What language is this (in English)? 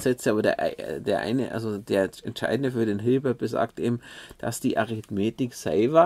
German